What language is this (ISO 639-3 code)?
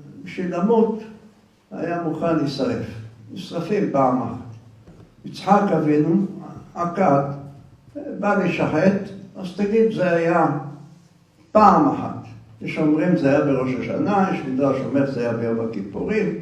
heb